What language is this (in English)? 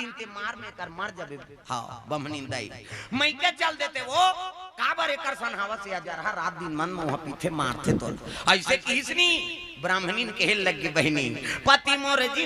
Chhattisgarhi